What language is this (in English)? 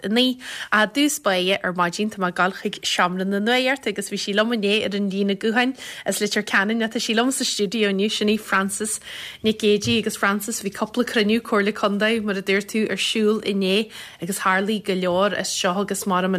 Irish